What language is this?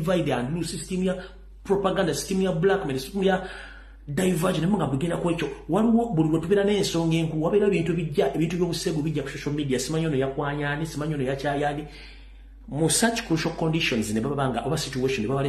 Ganda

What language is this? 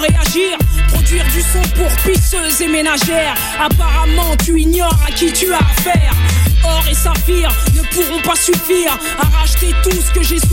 French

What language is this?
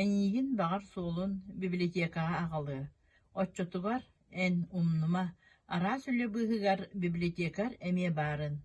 Yakut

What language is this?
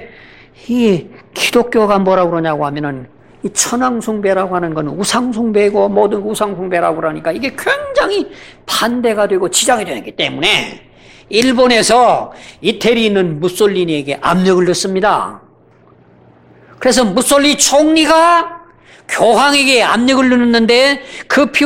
Korean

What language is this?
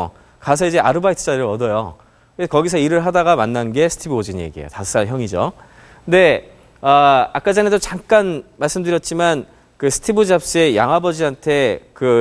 Korean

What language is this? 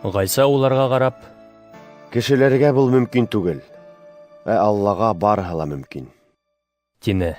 Bashkir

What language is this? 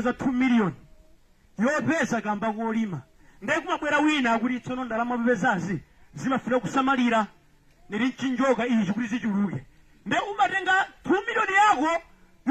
Nyanja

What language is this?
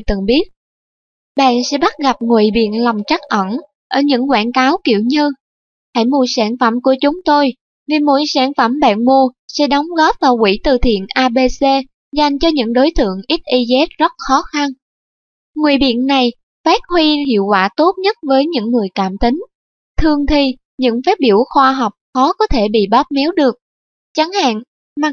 Vietnamese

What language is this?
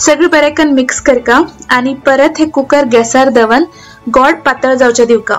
Konkani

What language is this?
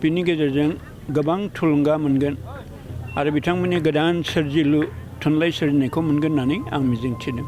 Bodo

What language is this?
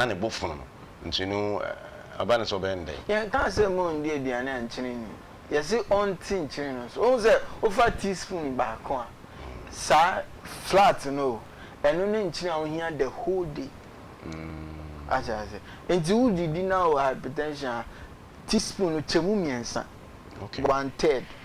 Akan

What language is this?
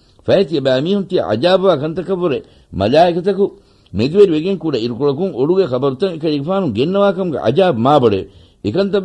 Divehi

